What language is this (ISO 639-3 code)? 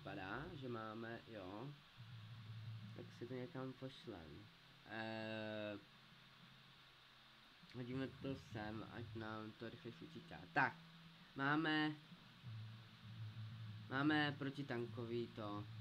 ces